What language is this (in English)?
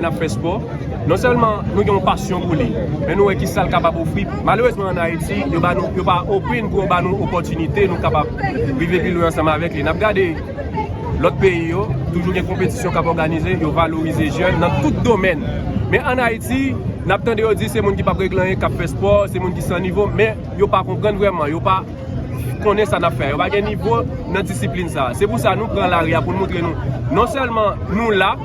Haitian Creole